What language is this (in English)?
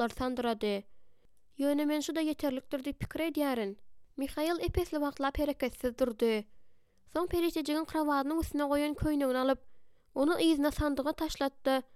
Turkmen